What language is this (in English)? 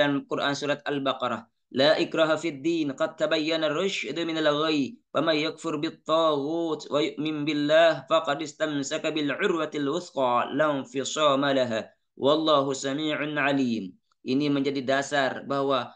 Sasak